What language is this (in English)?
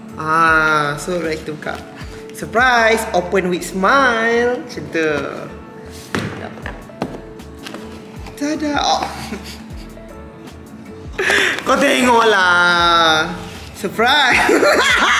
Malay